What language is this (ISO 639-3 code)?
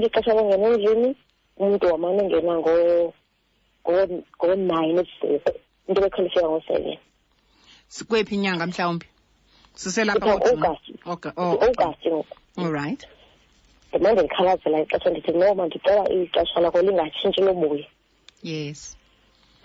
xho